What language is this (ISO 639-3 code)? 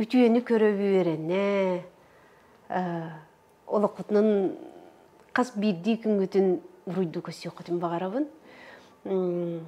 sah